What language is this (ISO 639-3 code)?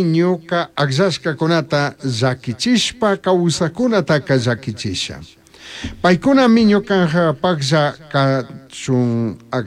qug